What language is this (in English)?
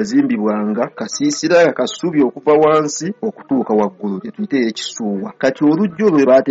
Ganda